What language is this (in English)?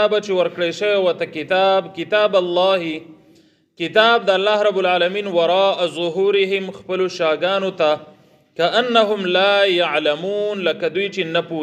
Pashto